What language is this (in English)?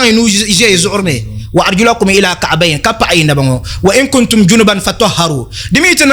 Dagbani